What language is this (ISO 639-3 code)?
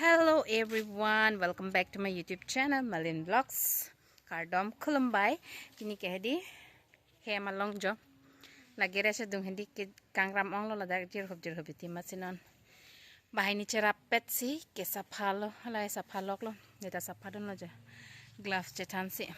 mjw